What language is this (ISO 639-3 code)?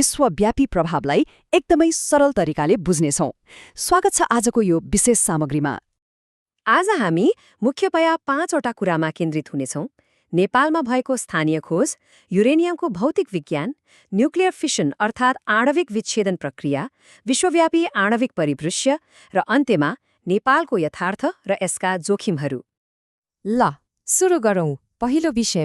nep